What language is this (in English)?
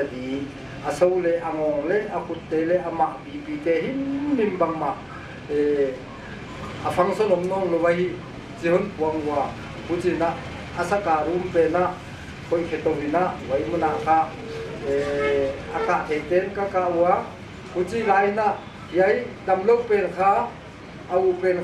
Paite Chin